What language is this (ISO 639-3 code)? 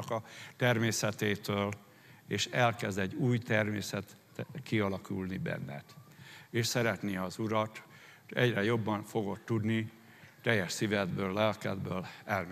hun